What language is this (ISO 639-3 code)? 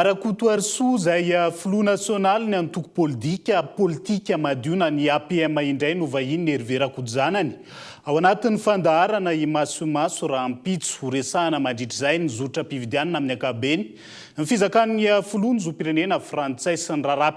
mlg